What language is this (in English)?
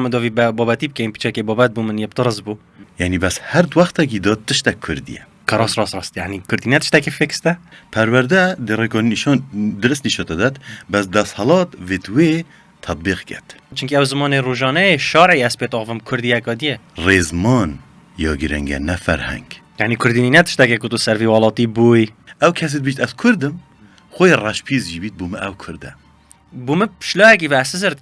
Kurdish